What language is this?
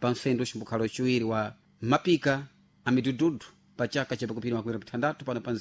Sena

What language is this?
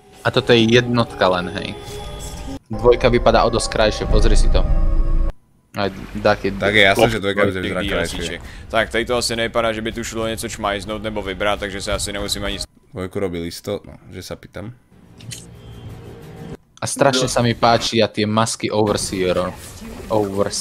Slovak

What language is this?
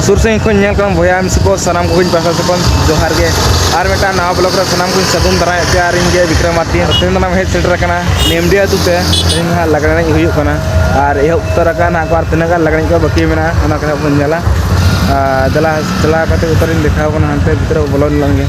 Santali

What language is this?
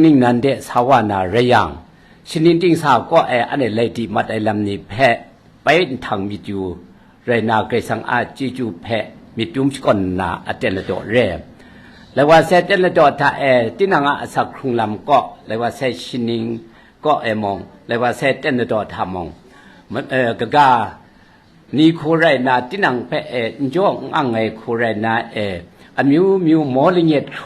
Kachin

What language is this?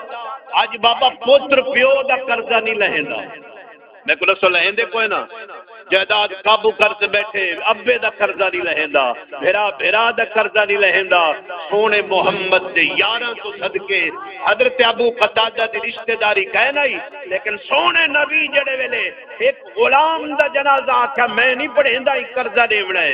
Saraiki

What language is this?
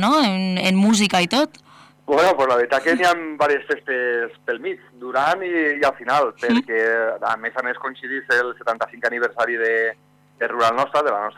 Catalan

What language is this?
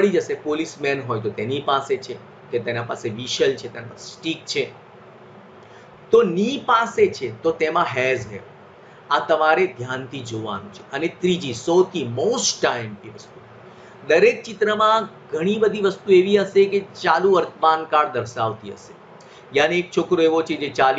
Gujarati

